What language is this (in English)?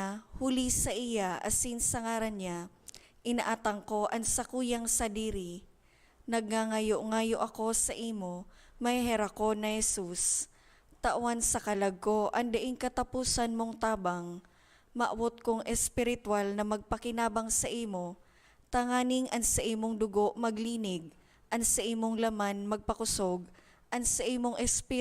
Bikol